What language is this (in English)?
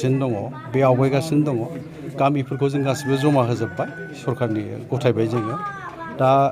Bodo